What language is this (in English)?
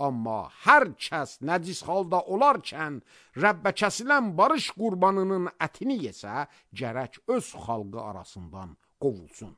Azerbaijani